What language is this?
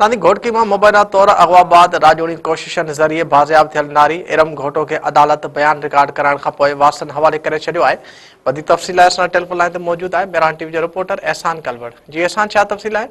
Sindhi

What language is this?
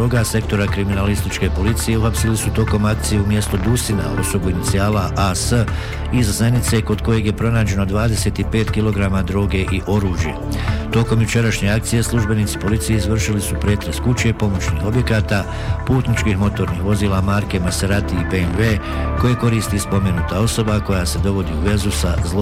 Bosnian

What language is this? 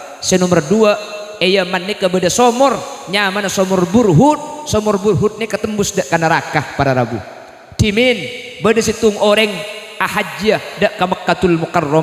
Madurese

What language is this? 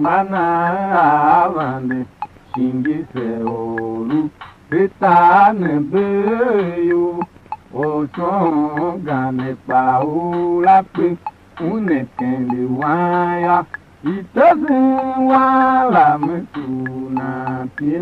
Tiv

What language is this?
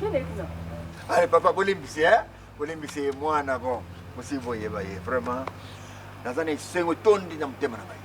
Lingala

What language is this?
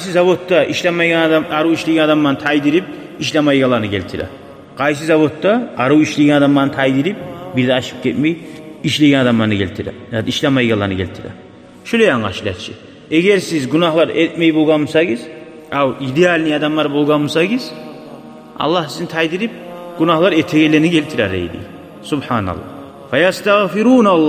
Kumyk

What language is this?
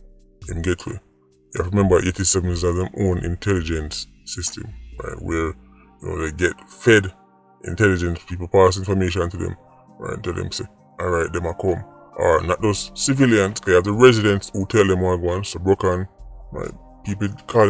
Jamaican Creole English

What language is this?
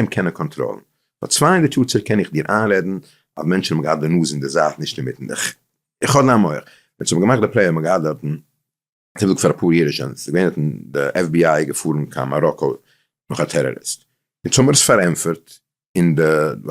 Yiddish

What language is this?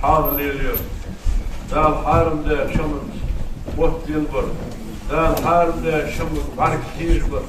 Ingush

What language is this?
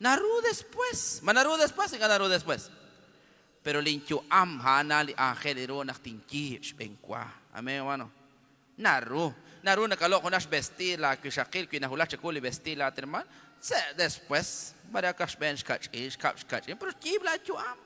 Kekchí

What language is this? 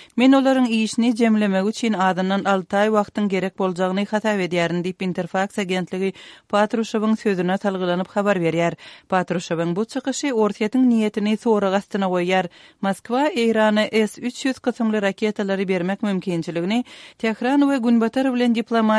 Kyrgyz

